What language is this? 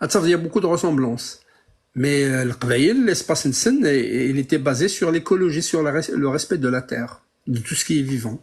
Kabyle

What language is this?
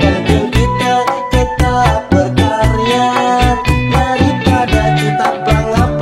Betawi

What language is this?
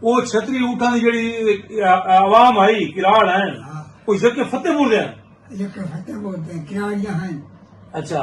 Saraiki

